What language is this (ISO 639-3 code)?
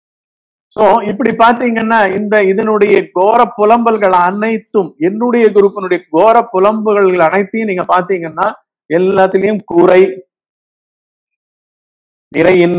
tam